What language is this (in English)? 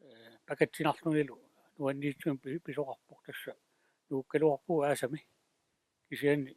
Kalaallisut